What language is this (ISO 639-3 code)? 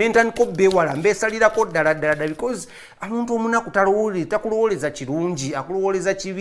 lug